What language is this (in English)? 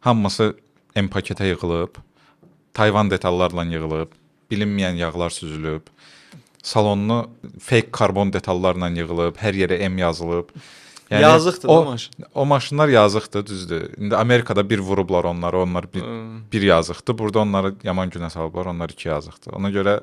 Azerbaijani